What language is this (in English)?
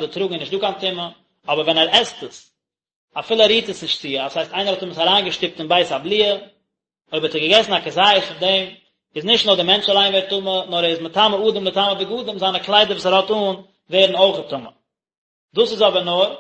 Yiddish